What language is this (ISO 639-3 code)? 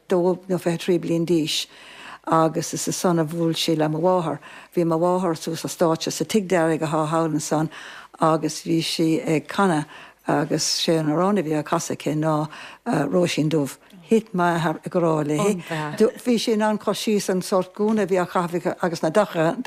gle